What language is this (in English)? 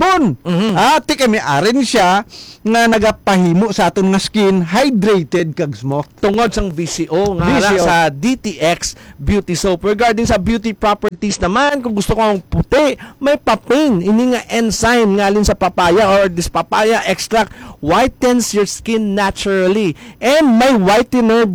Hiligaynon